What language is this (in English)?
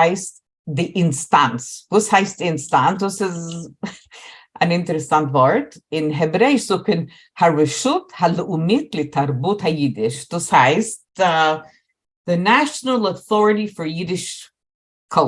Yiddish